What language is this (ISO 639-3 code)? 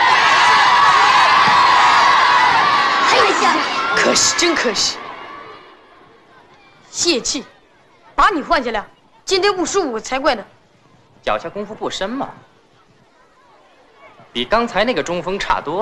zho